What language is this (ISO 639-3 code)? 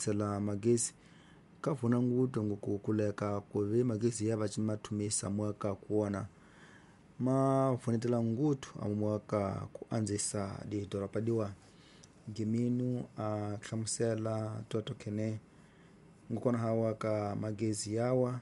tso